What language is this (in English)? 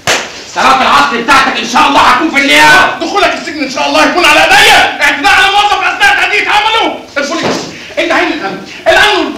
Egyptian Arabic